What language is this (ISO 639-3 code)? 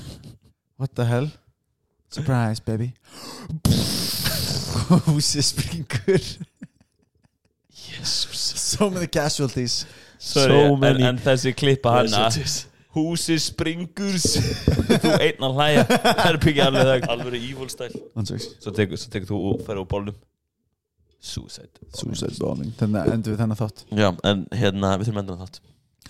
isl